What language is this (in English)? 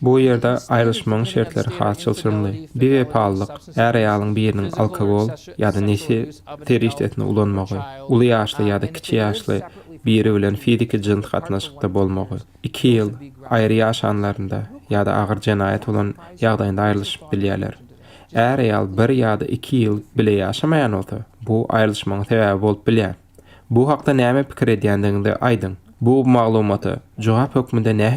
Turkmen